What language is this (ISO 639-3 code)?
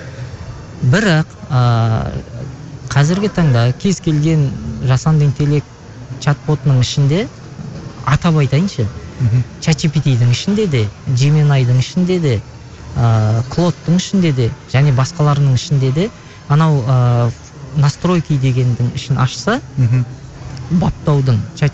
kaz